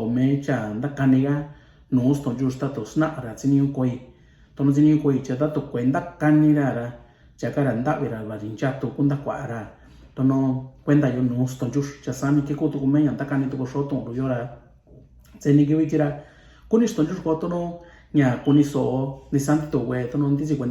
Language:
Mixtepec Mixtec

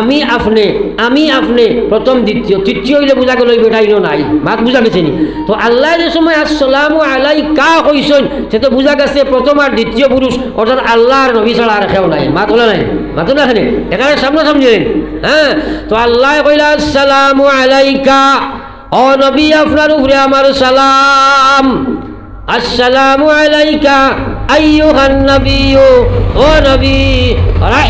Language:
Sylheti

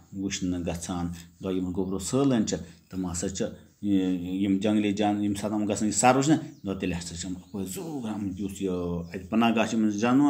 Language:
Kashmiri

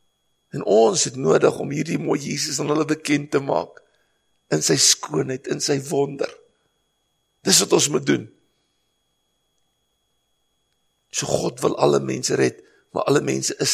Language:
Afrikaans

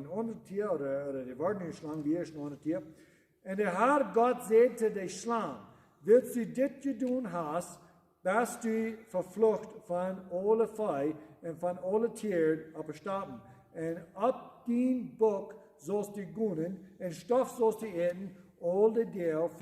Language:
Plautdietsch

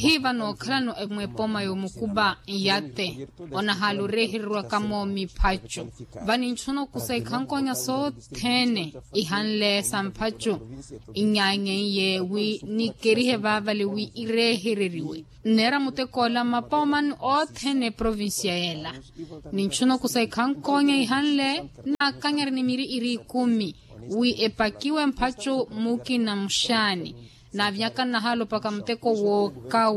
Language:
Makhuwa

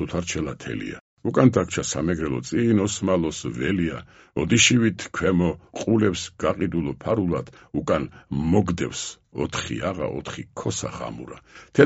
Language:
Georgian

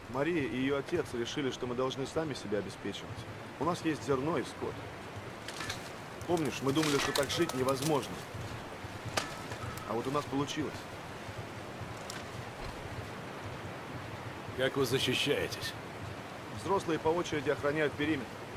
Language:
Russian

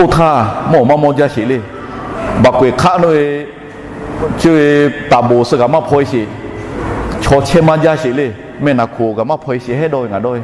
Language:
Lahu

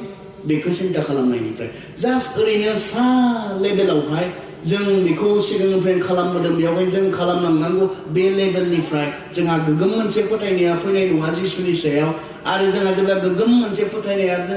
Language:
Bodo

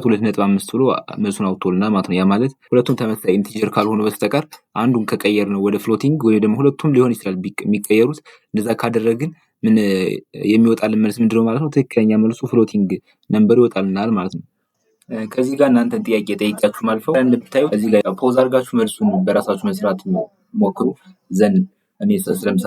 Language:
Amharic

